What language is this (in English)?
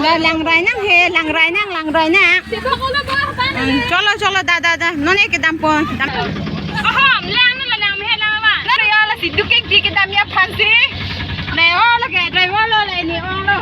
Karbi